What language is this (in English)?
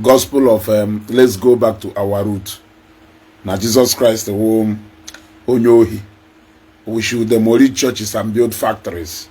Igbo